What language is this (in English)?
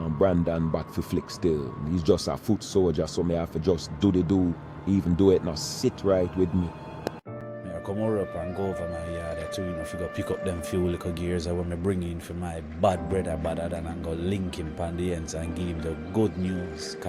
Jamaican Creole English